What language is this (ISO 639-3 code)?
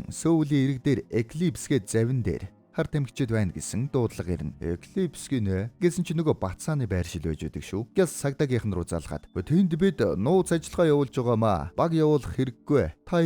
mon